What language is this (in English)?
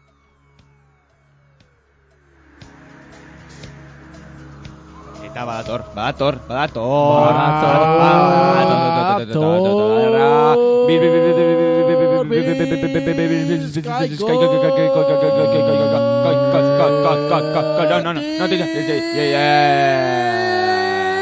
Basque